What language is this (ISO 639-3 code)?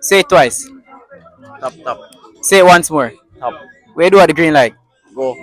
jam